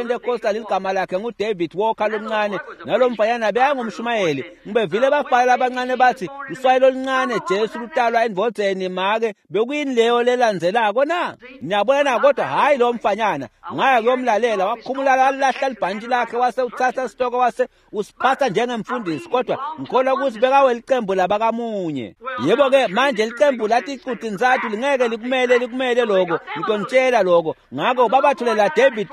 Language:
Swati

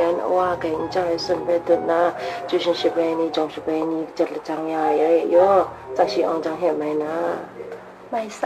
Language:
Kachin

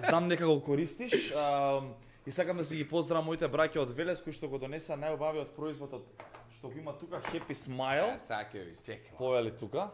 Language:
Macedonian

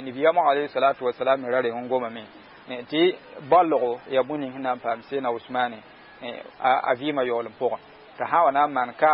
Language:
Mossi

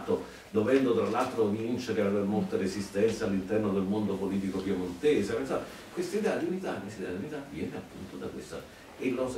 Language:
Italian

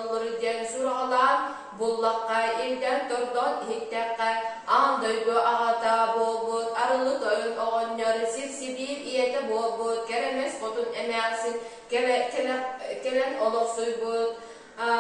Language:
Yakut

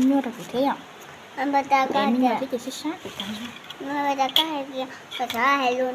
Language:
Hmong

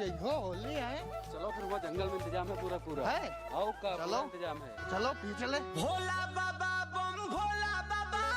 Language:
Awadhi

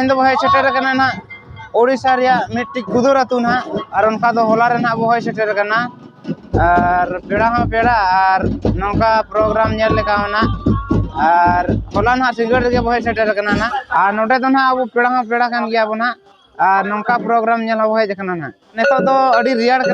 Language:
Santali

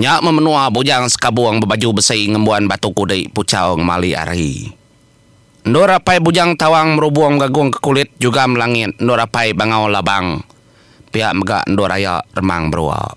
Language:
Iban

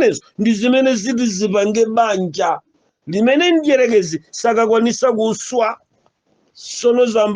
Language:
Nyanja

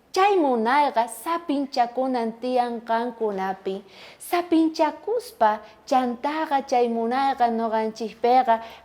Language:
South Bolivian Quechua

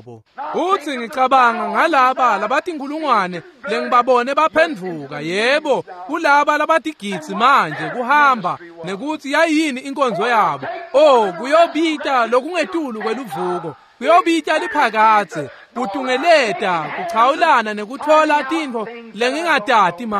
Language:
Swati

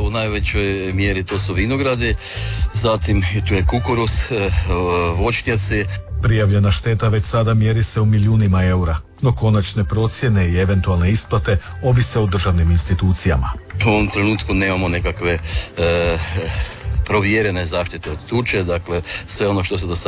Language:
Croatian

